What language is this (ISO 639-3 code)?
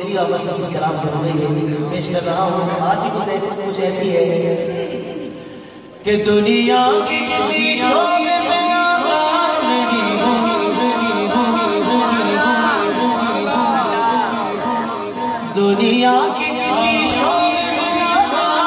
urd